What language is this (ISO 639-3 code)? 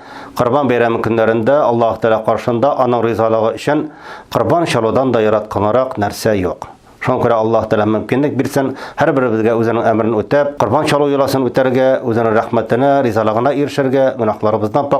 tat